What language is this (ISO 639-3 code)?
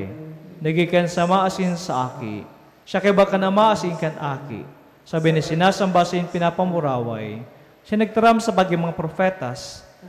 bik